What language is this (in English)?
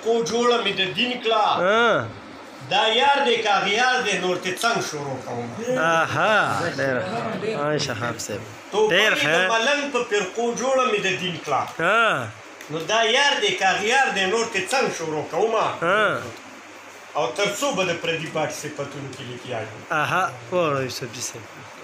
Pashto